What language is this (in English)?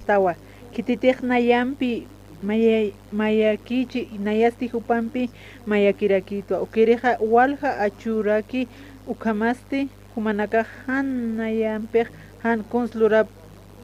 Aymara